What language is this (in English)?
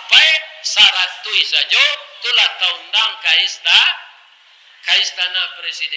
Minangkabau